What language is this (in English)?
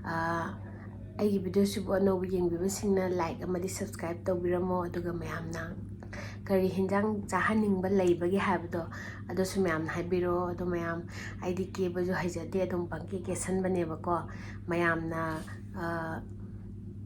Manipuri